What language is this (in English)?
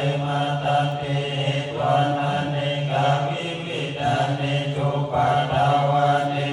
Pali